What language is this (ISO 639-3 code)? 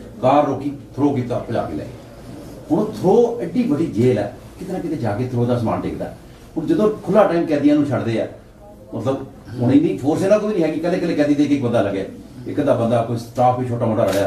pan